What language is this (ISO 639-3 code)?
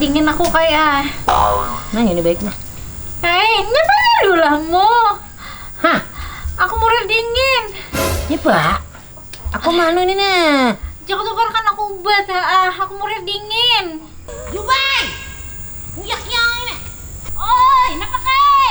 bjn